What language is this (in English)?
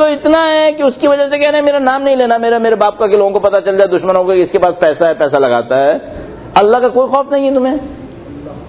Urdu